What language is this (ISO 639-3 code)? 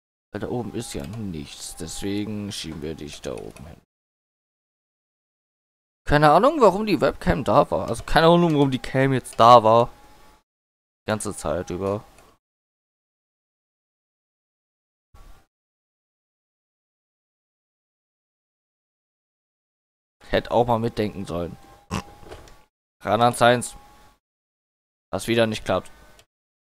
deu